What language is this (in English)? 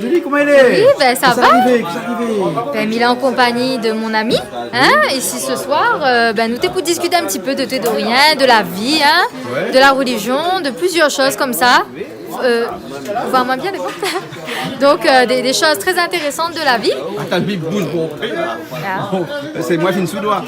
Réunion Creole French